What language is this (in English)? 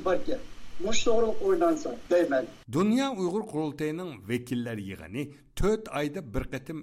Uyghur